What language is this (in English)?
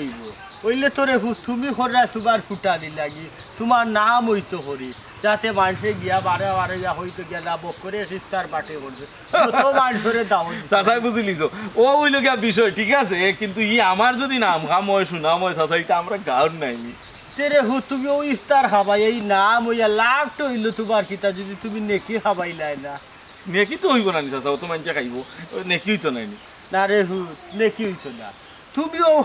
Sylheti